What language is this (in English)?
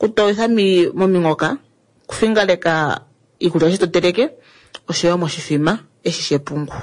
Kuanyama